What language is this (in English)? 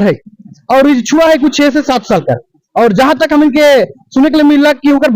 Sadri